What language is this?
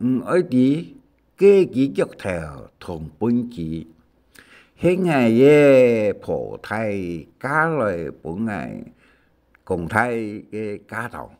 Hakka Chinese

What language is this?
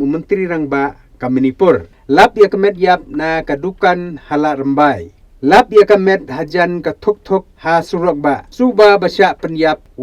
Khasi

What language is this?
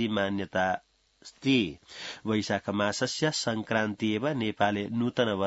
Sanskrit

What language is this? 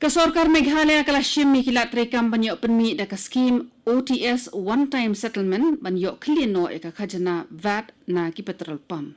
Khasi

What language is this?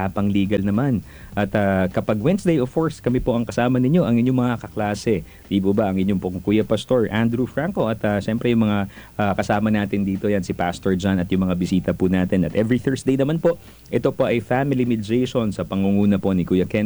Filipino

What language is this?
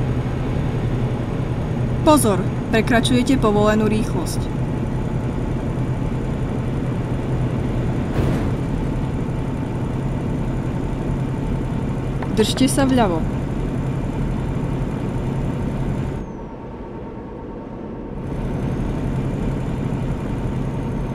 Slovak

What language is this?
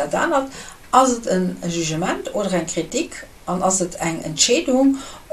Luxembourgish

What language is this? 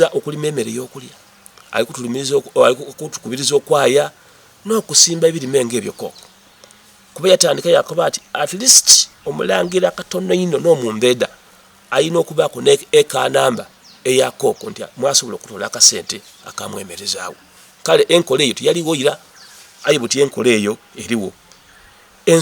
Soga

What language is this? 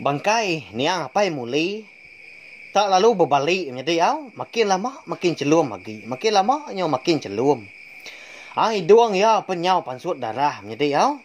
Iban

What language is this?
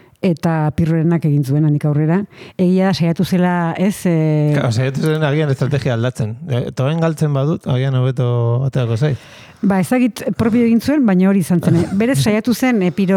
Basque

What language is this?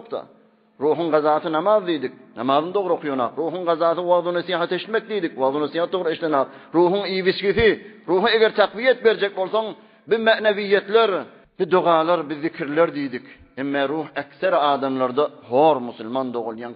Turkmen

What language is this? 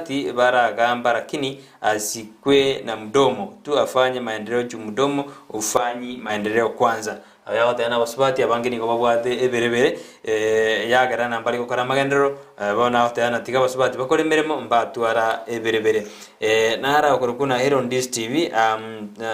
Gusii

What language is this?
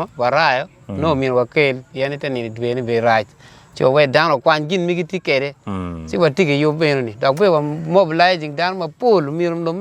Acoli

